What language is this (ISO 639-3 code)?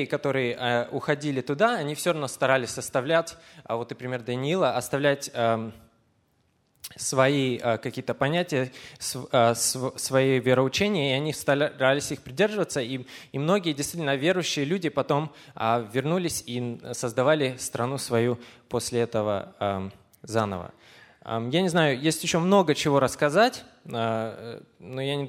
rus